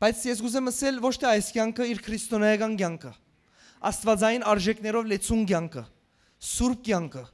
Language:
Western Armenian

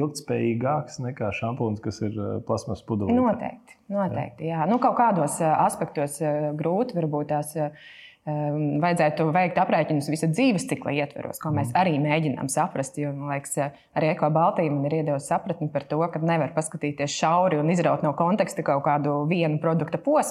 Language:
Latvian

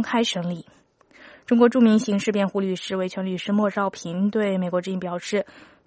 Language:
Chinese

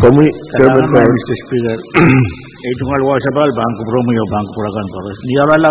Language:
Pohnpeian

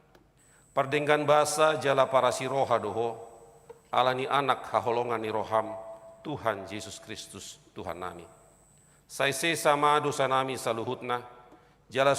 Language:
Batak Toba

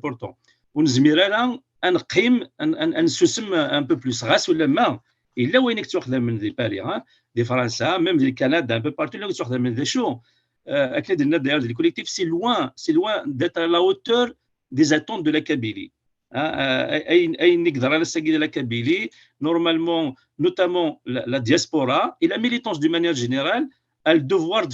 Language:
Kabyle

